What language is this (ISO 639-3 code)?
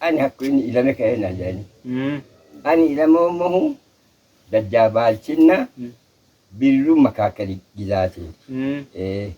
sid